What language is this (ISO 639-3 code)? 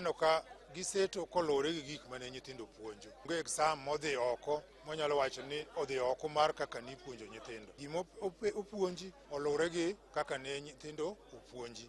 luo